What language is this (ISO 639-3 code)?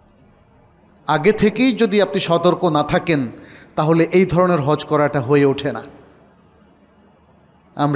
ben